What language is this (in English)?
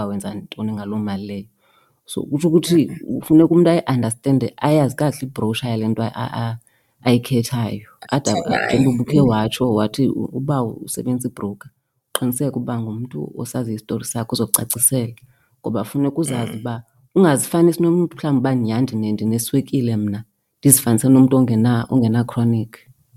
Xhosa